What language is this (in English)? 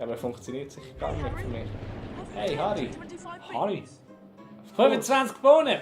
Swiss German